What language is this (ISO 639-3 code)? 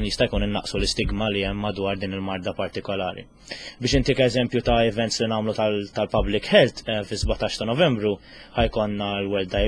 mlt